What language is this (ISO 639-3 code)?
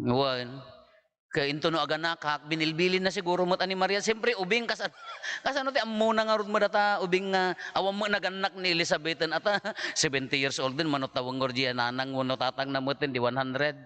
ilo